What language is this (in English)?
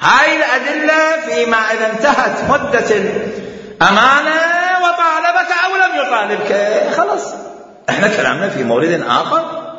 Mesopotamian Arabic